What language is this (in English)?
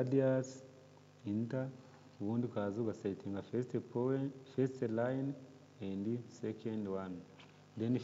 Kinyarwanda